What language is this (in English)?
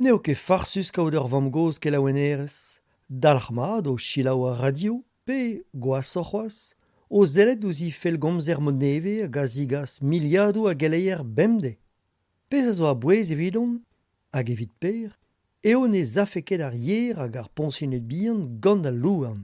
Breton